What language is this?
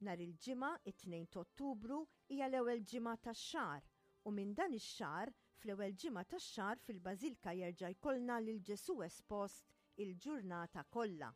Maltese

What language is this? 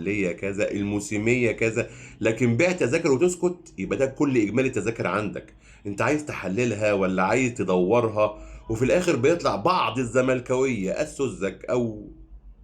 Egyptian Arabic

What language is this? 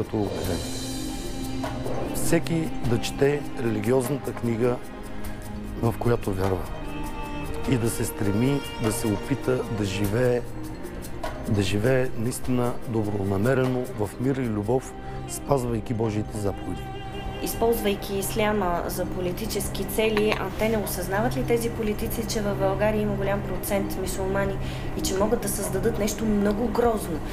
Bulgarian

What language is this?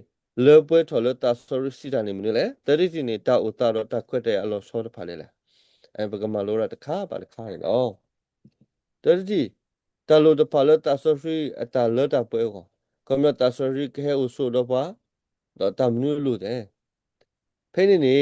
S'gaw Karen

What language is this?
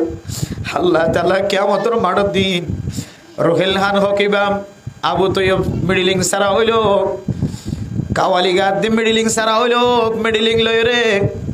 Rohingya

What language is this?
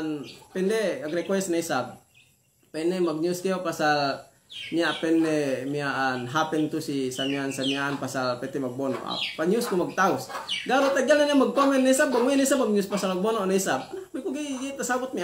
Yakan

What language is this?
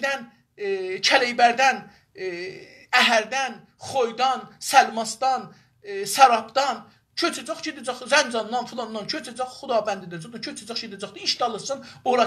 South Azerbaijani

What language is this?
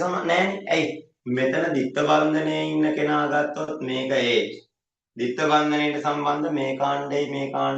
Sinhala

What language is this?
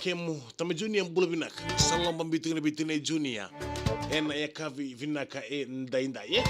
Fijian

